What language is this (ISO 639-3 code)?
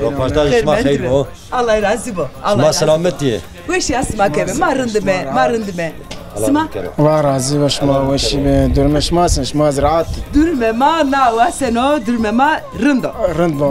zza